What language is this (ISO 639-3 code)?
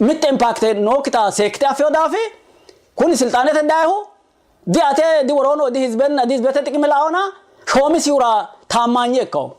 sid